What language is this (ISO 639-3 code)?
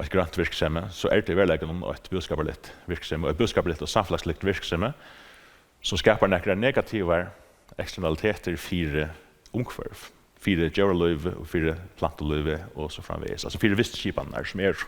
fao